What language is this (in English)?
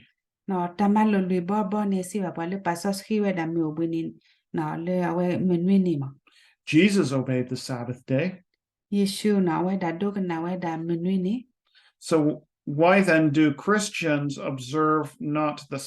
S'gaw Karen